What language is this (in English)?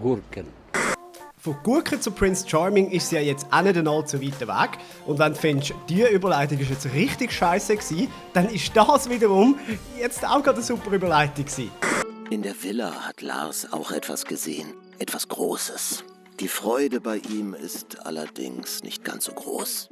Swiss German